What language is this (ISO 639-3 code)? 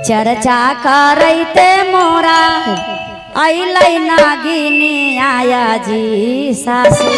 mag